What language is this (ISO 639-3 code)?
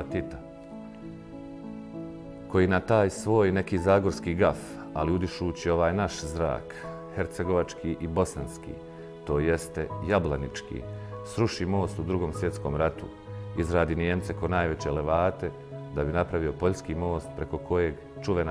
bos